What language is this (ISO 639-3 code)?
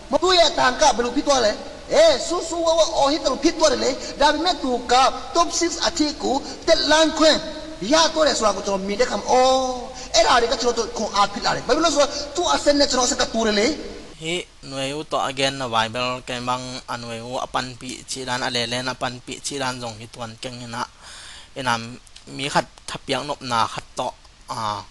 ctd